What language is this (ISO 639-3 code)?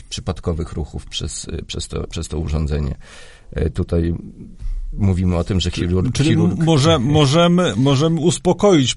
pol